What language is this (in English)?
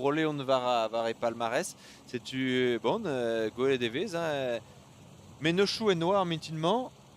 Breton